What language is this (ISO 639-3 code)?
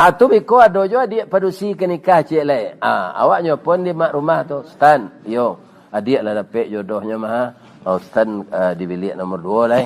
min